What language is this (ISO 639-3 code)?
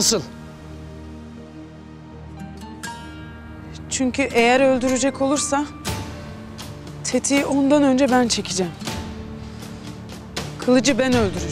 tur